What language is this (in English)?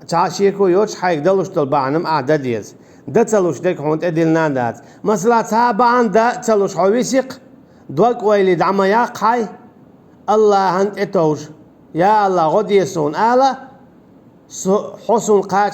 Chechen